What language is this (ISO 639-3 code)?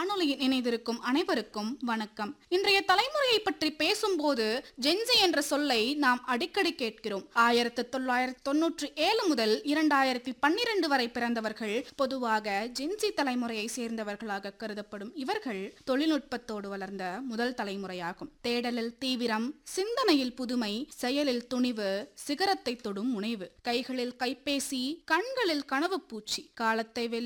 tam